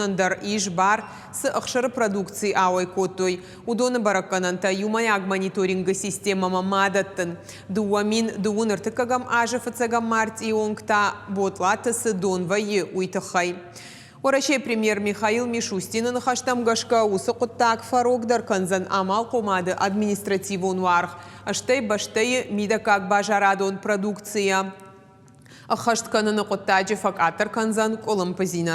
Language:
Ossetic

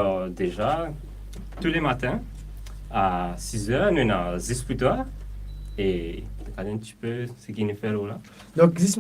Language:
Morisyen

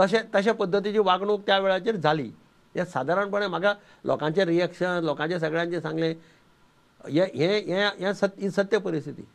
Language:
Konkani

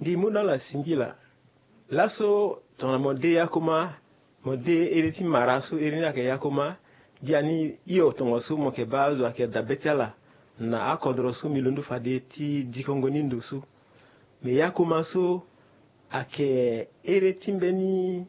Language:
Sango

